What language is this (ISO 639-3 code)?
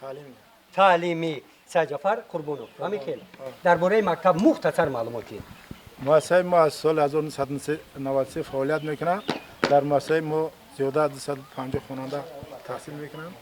tgk